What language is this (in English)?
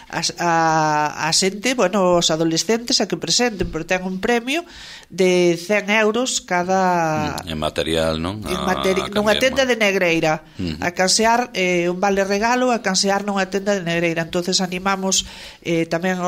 Galician